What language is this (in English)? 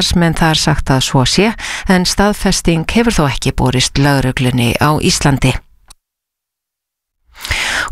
Icelandic